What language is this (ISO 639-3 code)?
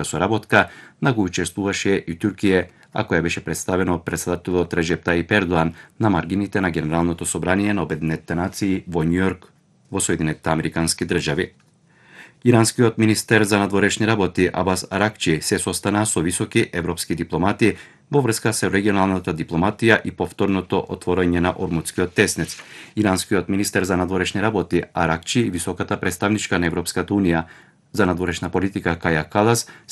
mkd